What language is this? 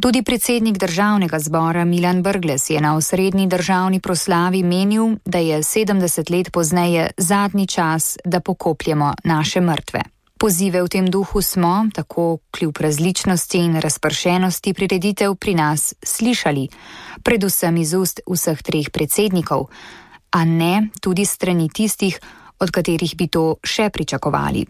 Slovenian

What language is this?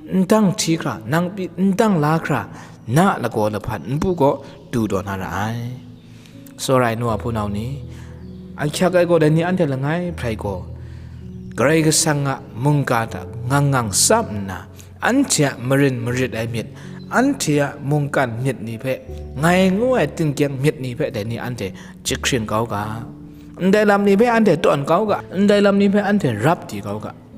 Kachin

